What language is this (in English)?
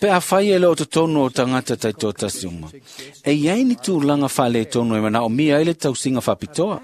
Samoan